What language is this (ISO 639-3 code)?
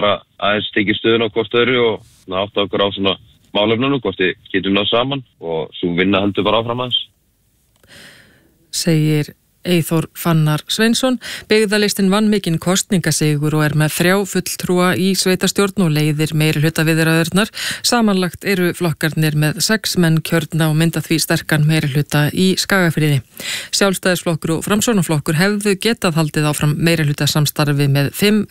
isl